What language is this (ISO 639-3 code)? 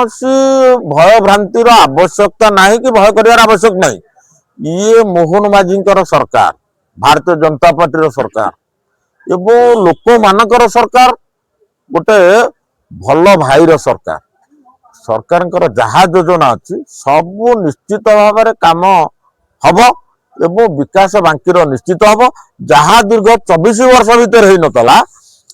ori